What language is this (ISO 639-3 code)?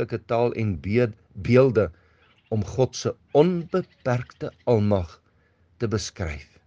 afr